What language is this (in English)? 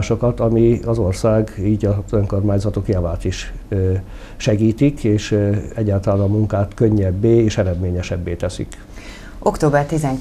Hungarian